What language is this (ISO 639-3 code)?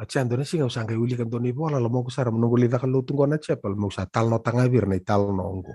fij